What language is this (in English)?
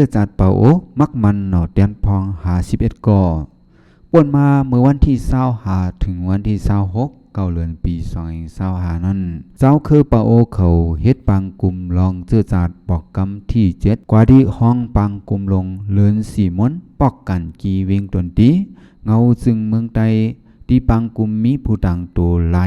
Shan